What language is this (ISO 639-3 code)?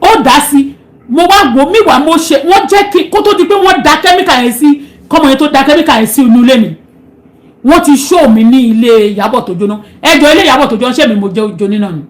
yor